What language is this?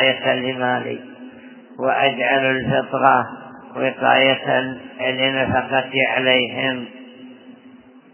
Arabic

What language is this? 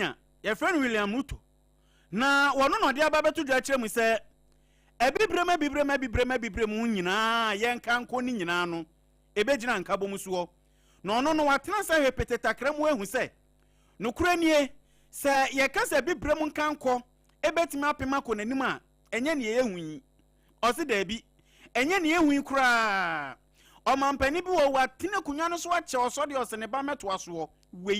Akan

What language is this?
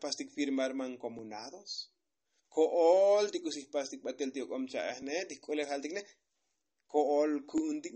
Tzotzil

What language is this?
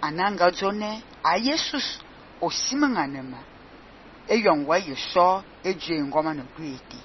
Fang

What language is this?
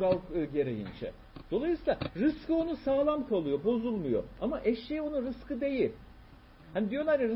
Turkish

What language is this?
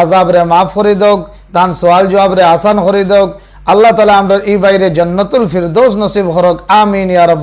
Sylheti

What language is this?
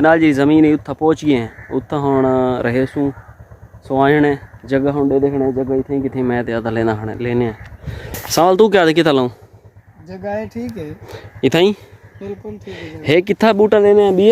Saraiki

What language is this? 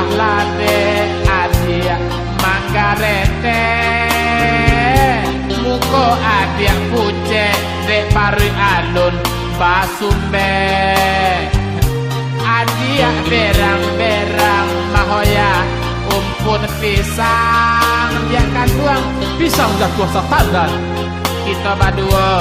Minangkabau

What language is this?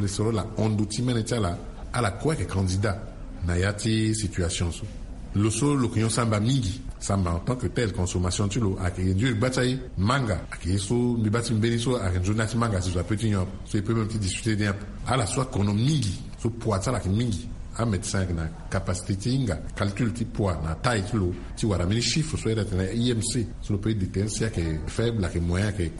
Sango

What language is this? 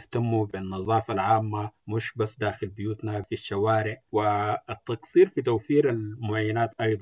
Sudanese Arabic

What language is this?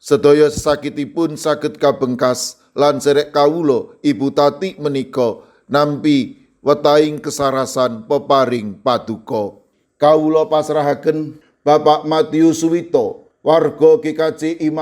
Javanese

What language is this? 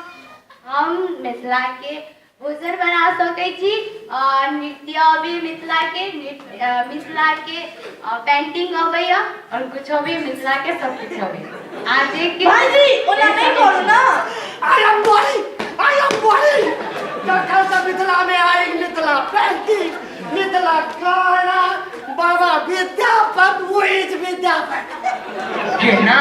Maithili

